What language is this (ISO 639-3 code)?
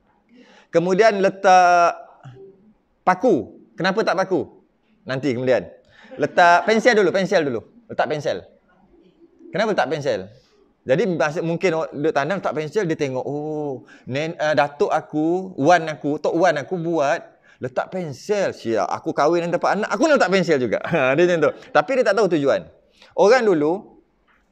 msa